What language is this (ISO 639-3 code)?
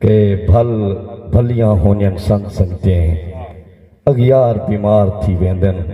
skr